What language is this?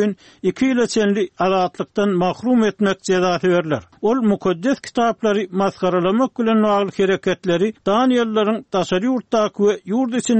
Turkmen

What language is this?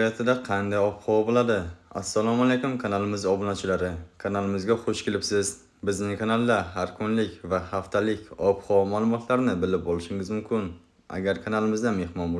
Uzbek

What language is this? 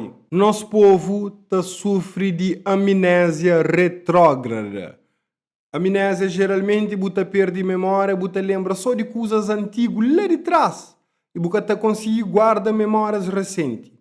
Kabuverdianu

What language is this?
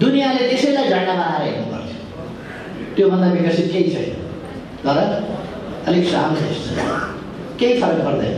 Nepali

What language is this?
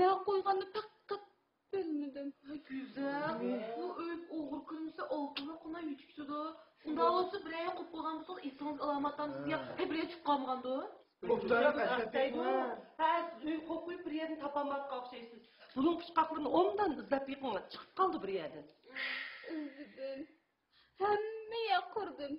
Uyghur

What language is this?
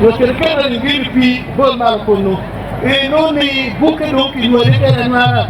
Acoli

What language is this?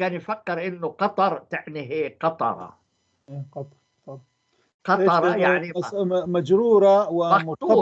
North Levantine Arabic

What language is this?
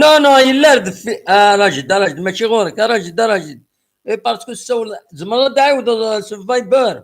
Kabyle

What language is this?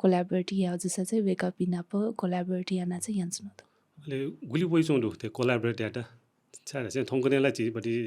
Newari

